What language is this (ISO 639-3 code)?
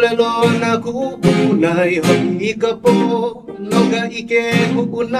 haw